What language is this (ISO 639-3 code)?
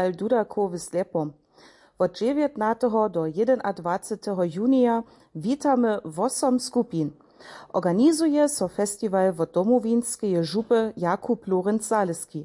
hsb